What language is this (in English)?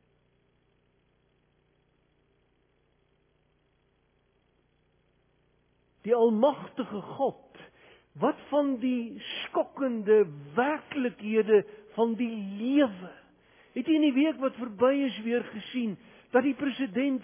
Afrikaans